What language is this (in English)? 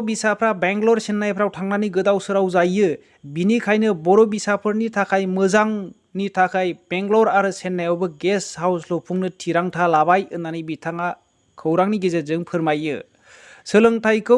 Bodo